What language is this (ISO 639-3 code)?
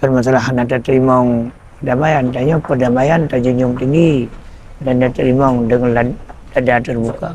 ace